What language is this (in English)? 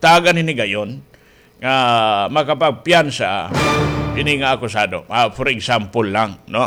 Waray